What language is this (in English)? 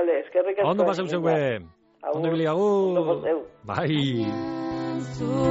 Basque